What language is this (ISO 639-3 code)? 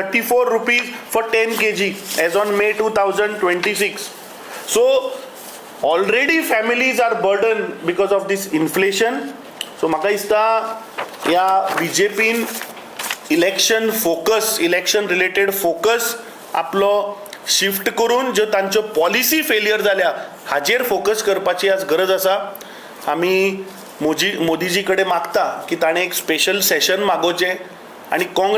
kok